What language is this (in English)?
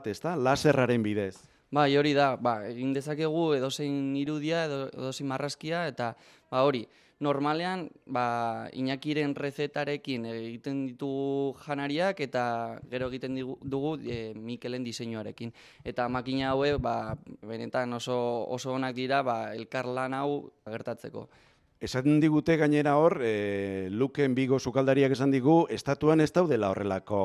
Basque